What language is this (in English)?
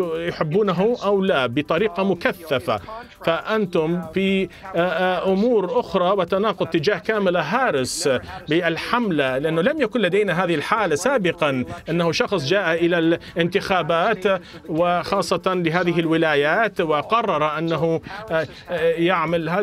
Mesopotamian Arabic